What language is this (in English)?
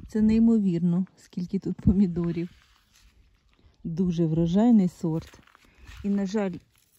Ukrainian